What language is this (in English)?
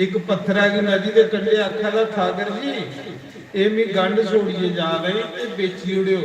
Dogri